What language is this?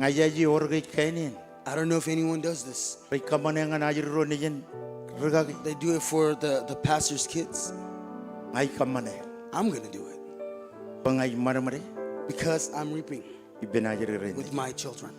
Marshallese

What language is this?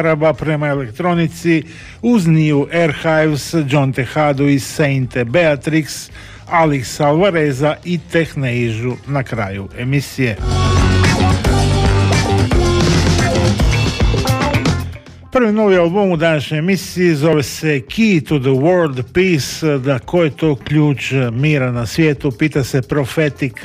Croatian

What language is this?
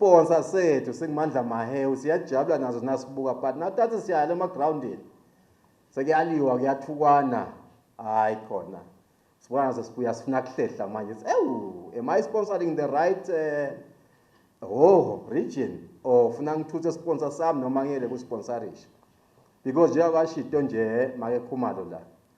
Swati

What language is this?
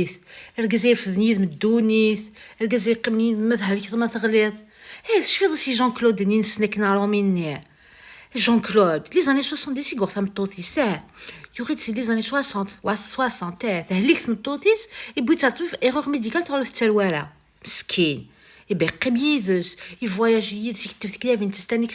Kabyle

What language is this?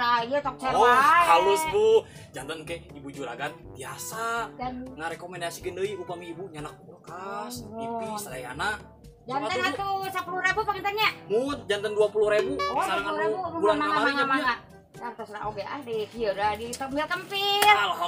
Sundanese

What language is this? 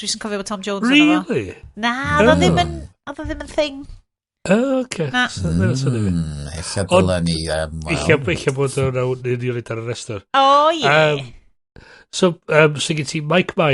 Welsh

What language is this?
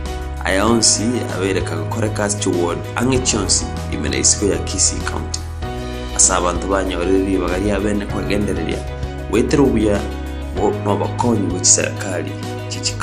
Gusii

